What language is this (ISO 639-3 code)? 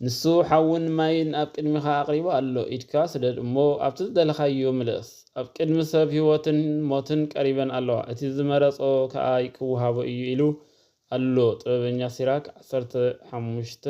tir